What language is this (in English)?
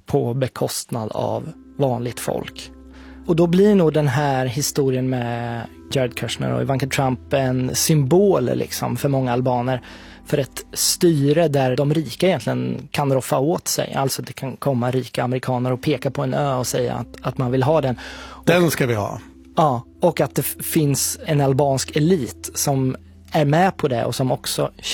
Swedish